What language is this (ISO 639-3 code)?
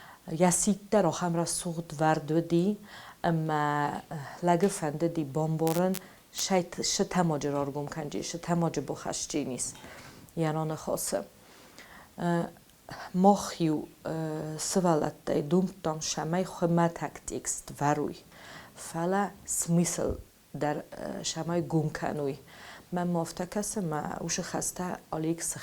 oss